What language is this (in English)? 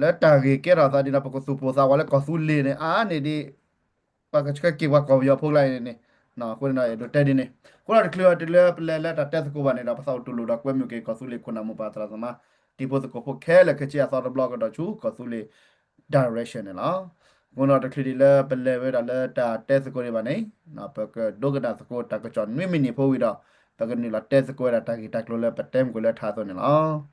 S'gaw Karen